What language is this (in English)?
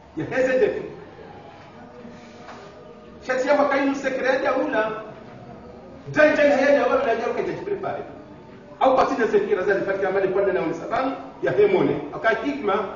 Swahili